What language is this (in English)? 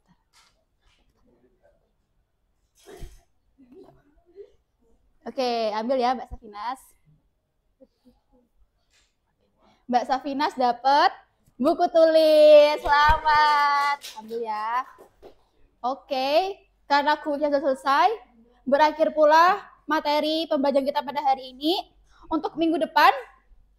Indonesian